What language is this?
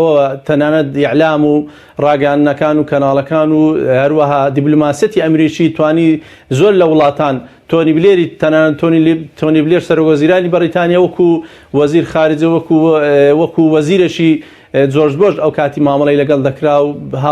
Central Kurdish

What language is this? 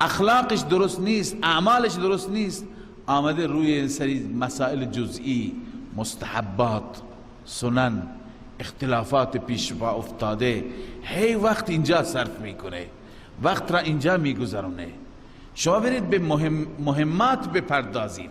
Persian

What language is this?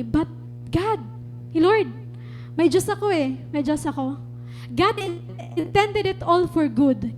Waray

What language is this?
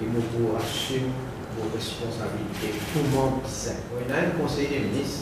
Morisyen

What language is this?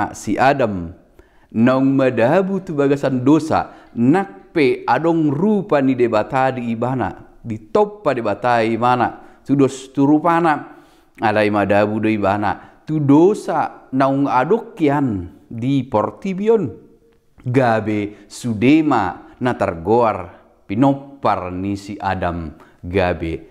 Batak Toba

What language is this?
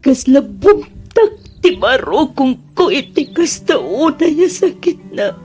Iloko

